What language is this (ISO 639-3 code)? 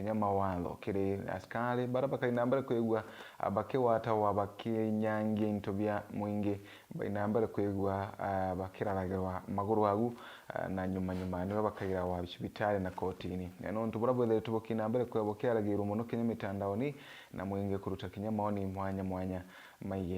mer